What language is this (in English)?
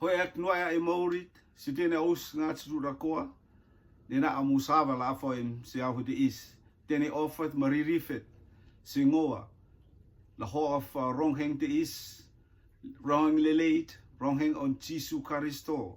Rotuman